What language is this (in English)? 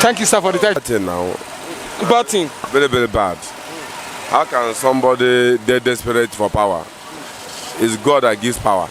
Nigerian Pidgin